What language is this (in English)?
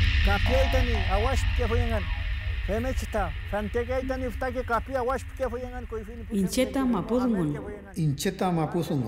Mapuche